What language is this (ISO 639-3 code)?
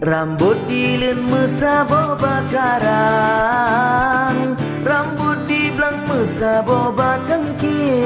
ace